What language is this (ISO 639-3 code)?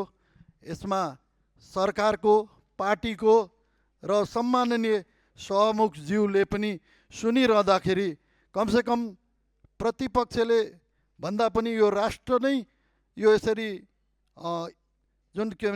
nep